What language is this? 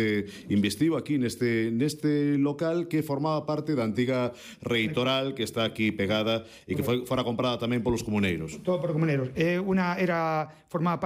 Galician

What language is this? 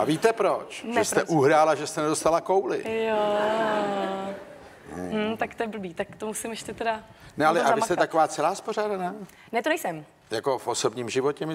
Czech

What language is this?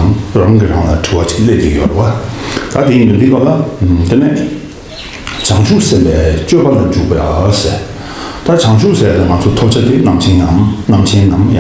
Tibetan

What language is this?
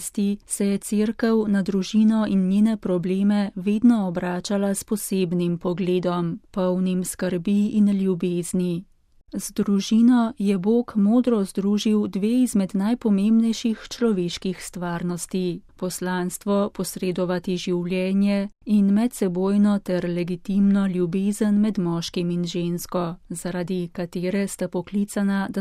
Slovenian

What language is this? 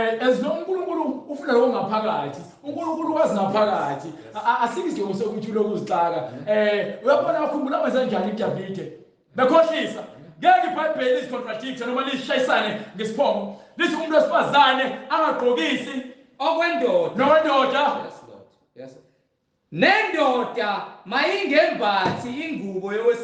Zulu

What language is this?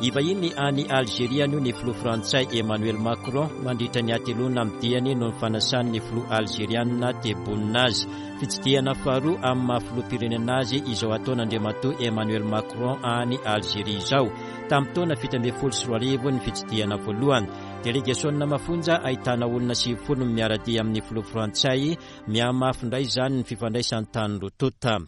Malagasy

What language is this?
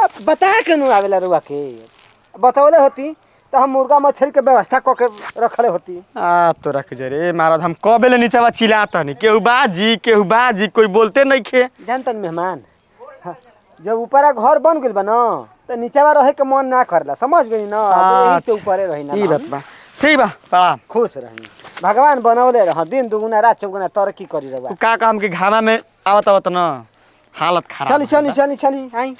Bhojpuri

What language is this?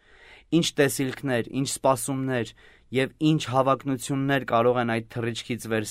Armenian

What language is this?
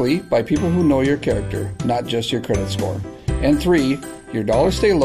English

